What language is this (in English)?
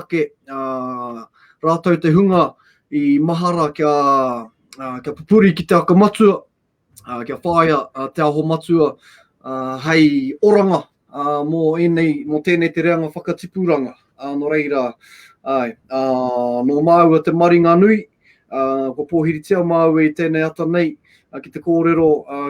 Māori